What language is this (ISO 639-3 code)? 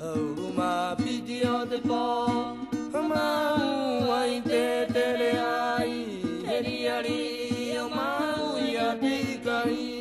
rap